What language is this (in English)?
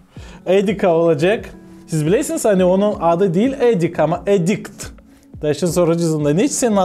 Gagauz